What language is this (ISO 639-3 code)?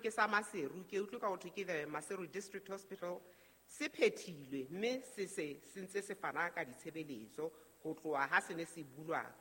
sot